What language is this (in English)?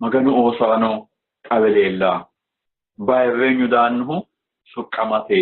Sidamo